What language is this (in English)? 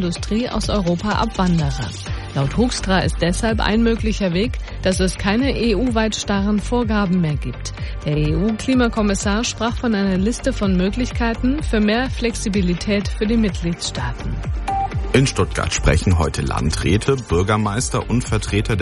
German